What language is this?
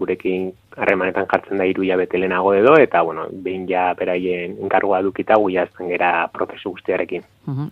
Basque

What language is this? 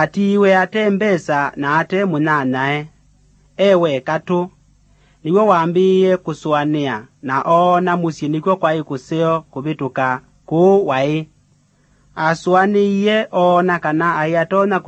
Kamba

